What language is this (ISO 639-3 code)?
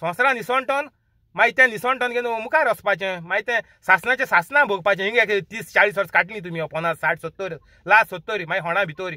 kok